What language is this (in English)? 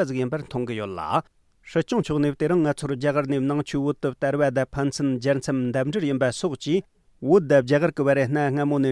Tibetan